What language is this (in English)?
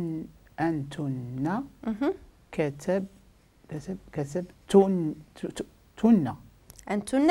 Moroccan Arabic